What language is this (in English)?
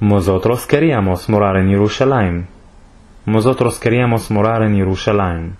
Ladino